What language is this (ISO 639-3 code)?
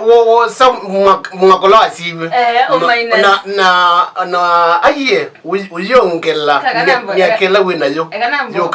kam